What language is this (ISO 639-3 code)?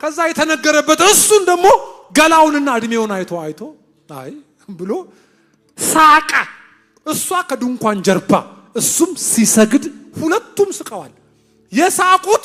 amh